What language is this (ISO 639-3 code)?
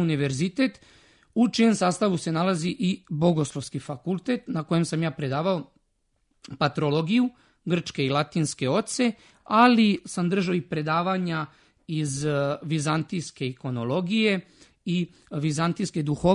srp